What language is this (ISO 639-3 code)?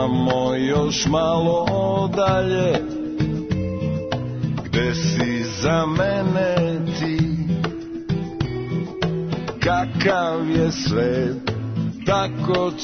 srp